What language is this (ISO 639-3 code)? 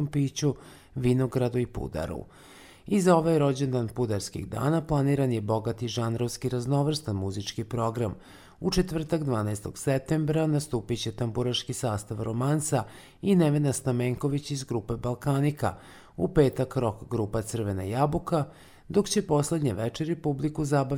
srp